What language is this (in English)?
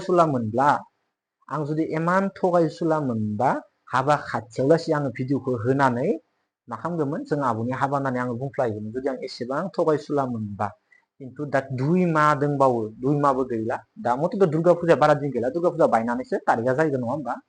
Bodo